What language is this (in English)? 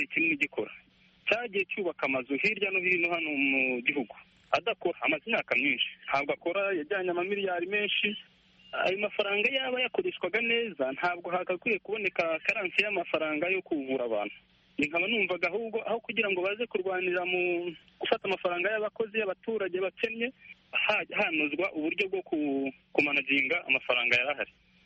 Kinyarwanda